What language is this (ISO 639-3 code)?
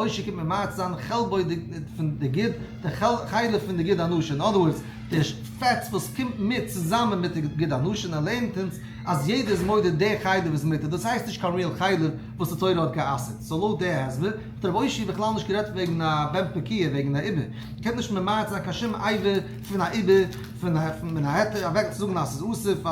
yid